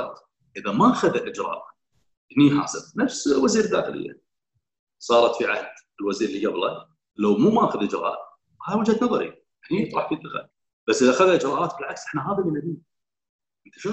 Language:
Gulf Arabic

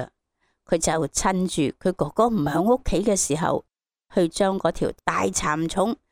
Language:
Cantonese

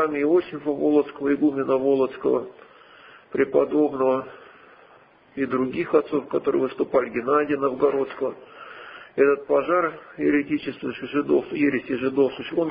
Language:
Russian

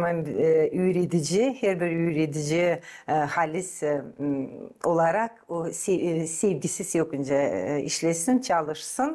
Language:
Gagauz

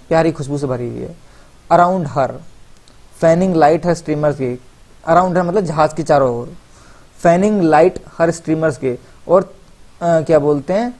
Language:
Hindi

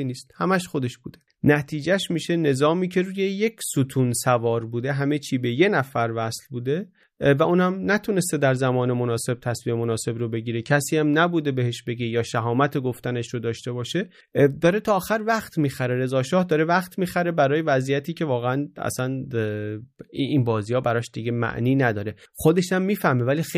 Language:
Persian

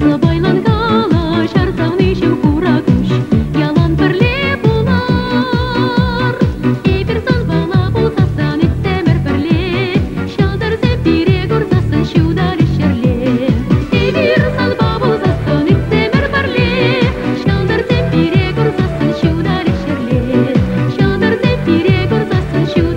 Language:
Chuvash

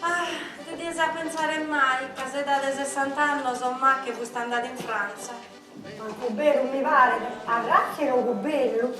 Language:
Sardinian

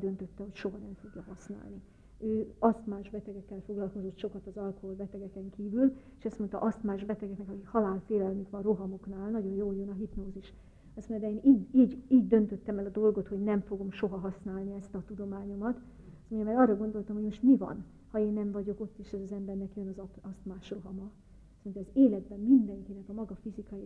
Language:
Hungarian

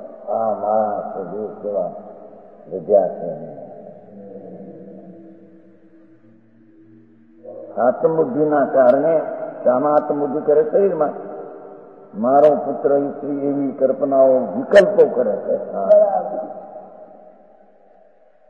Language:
Gujarati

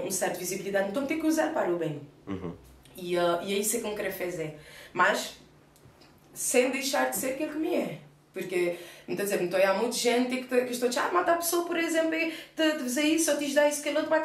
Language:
Kabuverdianu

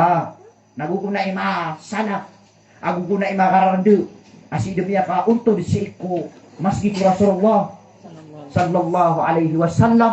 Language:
Maranao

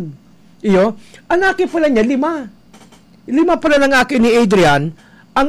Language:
Bikol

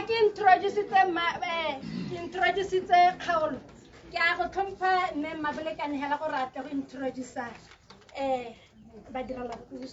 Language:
Tswana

